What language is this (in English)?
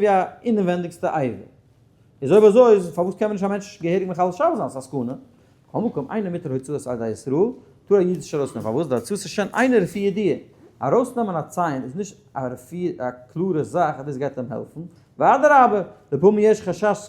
Yiddish